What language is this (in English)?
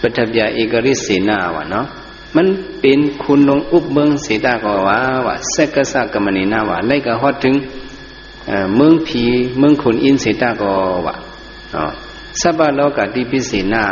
Shan